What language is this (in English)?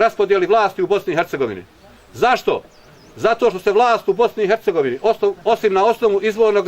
Bosnian